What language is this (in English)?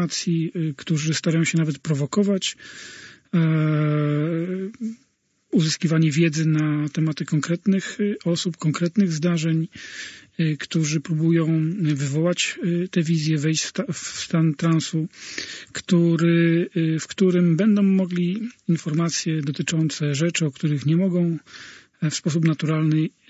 Polish